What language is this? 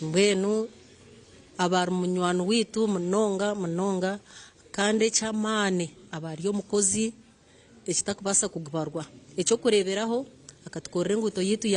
Nyankole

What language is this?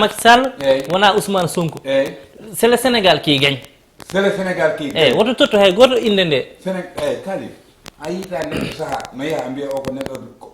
Fula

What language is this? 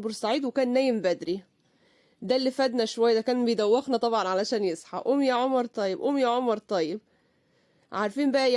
Egyptian Arabic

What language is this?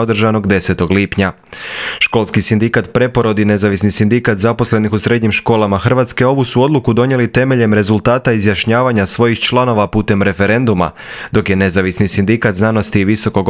Croatian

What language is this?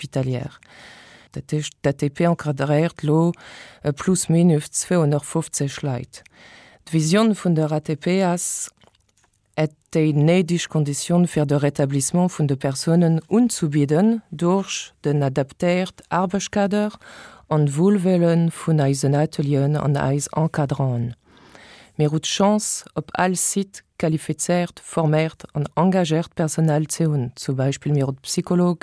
Luxembourgish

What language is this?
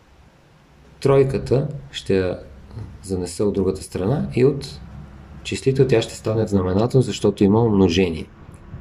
Bulgarian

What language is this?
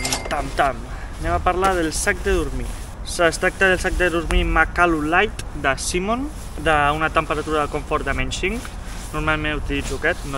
Catalan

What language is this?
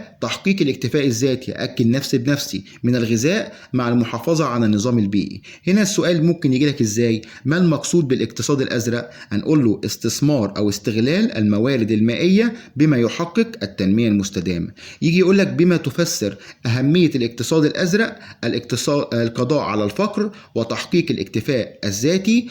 Egyptian Arabic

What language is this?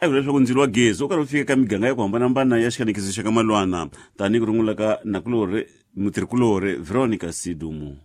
Tsonga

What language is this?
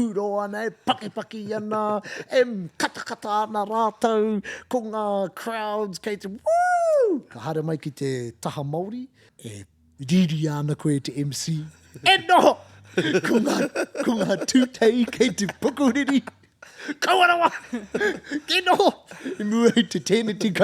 Māori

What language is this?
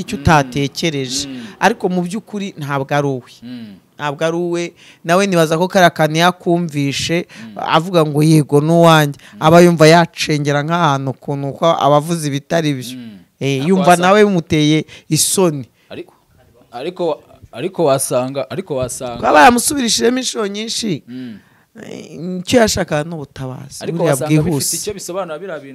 Kinyarwanda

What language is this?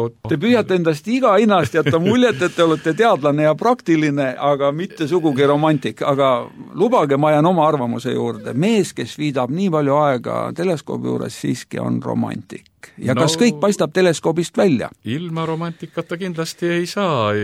Estonian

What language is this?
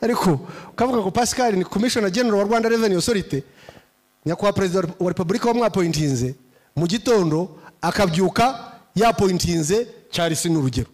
Kinyarwanda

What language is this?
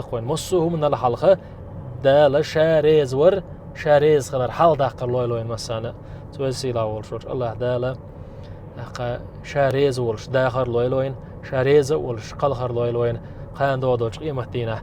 Chechen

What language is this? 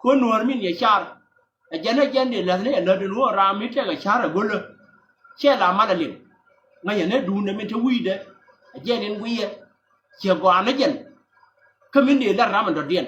Nuer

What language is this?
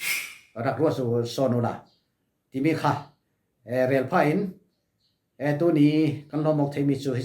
Falam Chin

